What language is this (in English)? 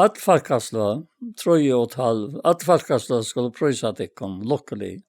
Faroese